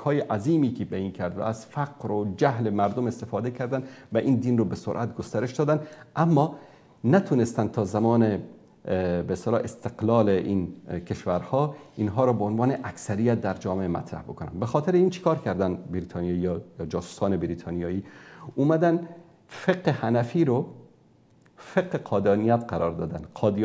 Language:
Persian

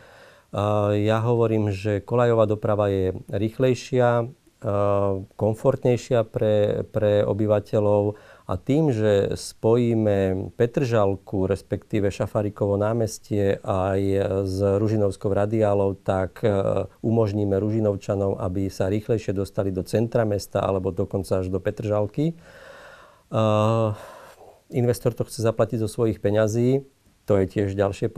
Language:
Slovak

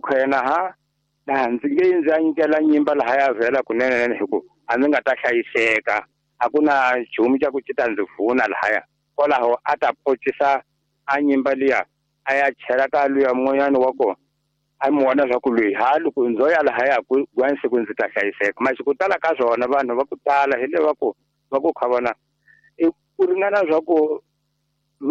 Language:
Tsonga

